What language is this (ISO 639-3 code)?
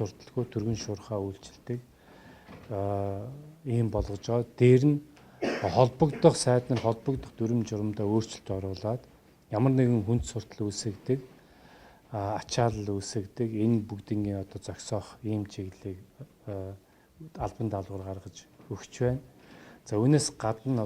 mon